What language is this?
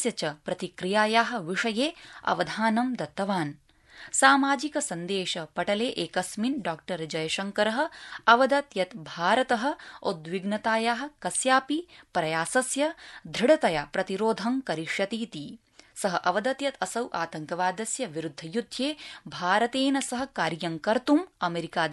Sanskrit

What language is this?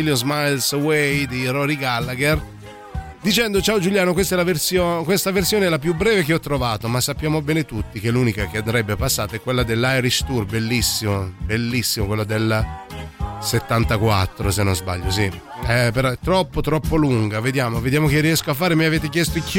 Italian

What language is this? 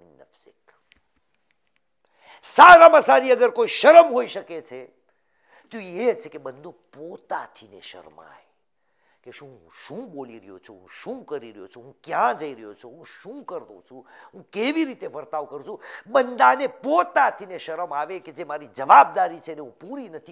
Gujarati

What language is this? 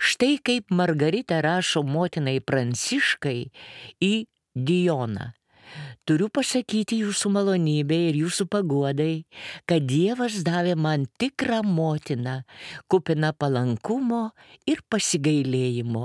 Lithuanian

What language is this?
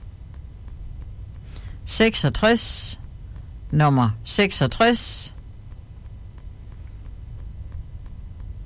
Danish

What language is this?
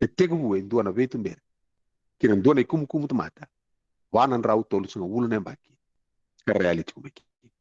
Fijian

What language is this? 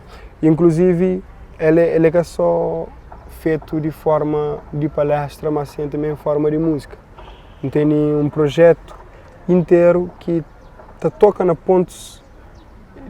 Kabuverdianu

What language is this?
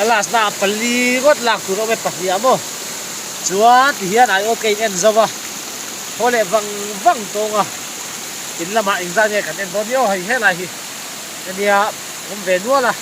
Mizo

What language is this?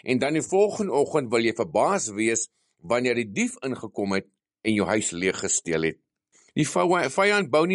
Afrikaans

